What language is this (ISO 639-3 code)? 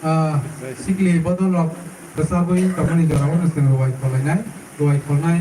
trp